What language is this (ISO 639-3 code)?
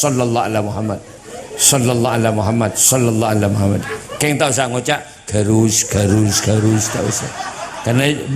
mad